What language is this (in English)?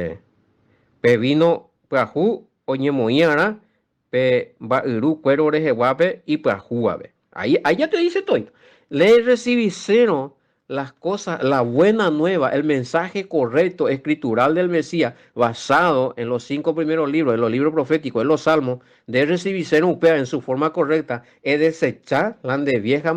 Guarani